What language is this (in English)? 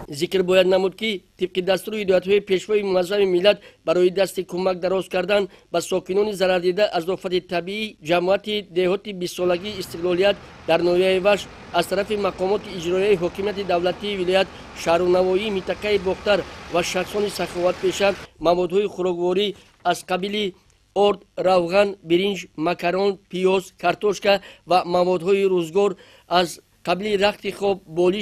Tajik